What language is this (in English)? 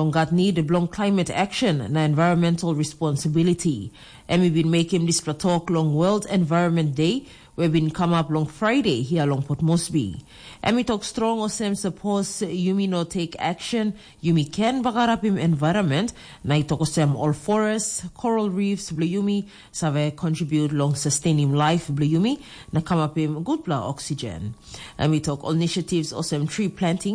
Tok Pisin